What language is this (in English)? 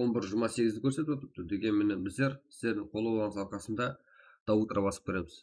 Kara-Kalpak